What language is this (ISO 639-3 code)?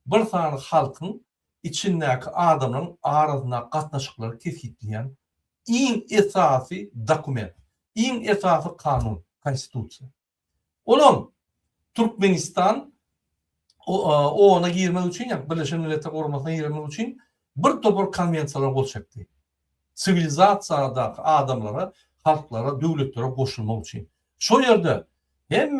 tuk